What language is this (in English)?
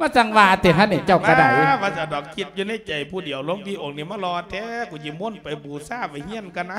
Lao